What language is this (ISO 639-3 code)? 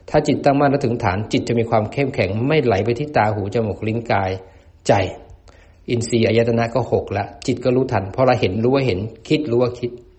tha